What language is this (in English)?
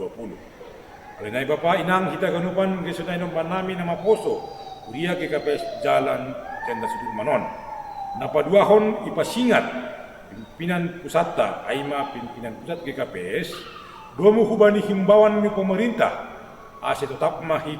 Batak Simalungun